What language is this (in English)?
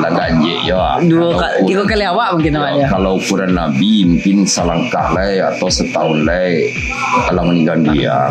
Minangkabau